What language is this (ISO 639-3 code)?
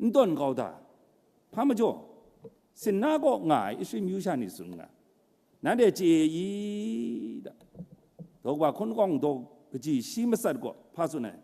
kac